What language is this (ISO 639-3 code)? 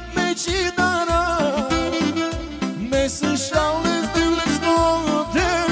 ron